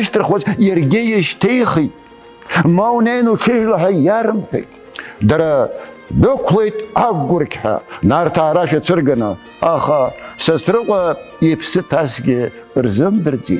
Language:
Abkhazian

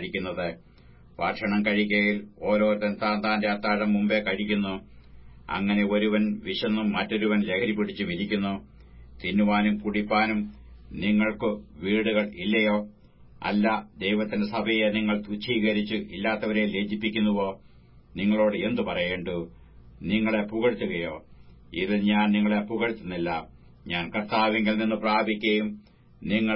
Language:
Malayalam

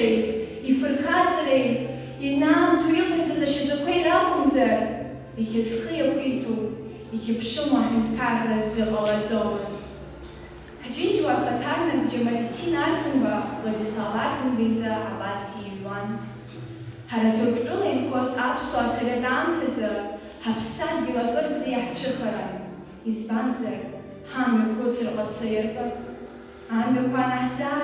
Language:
Abkhazian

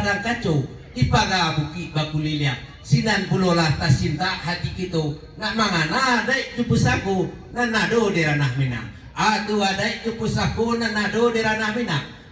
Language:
Minangkabau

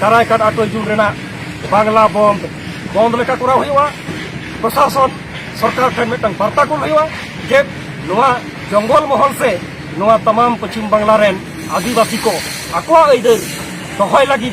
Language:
Santali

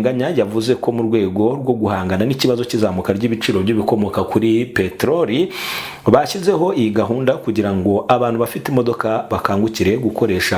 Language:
Kinyarwanda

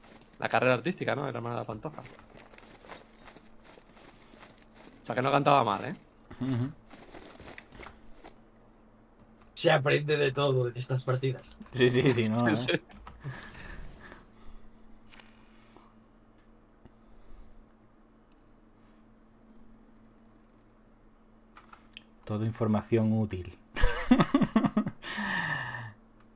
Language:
Spanish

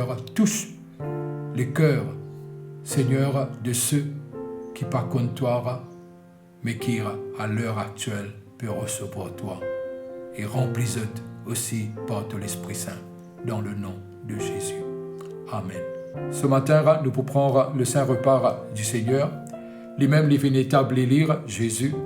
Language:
Morisyen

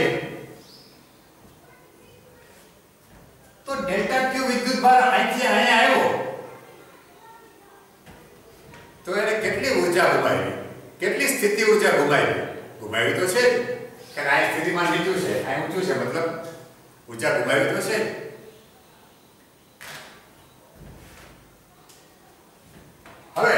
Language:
Gujarati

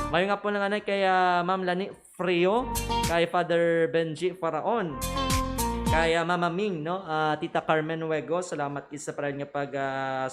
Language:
Hiligaynon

